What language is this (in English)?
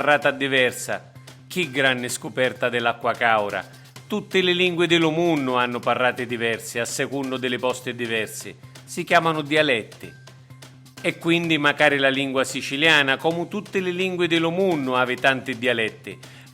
Sicilian